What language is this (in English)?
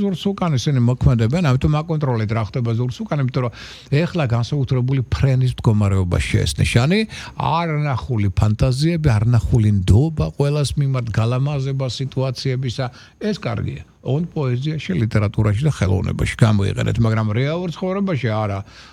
Georgian